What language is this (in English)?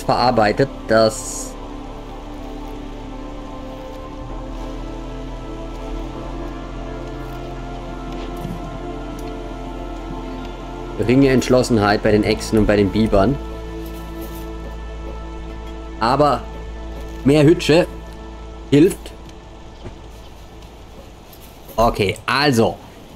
German